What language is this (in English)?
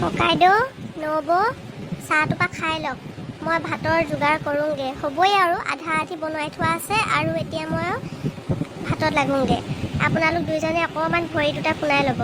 Assamese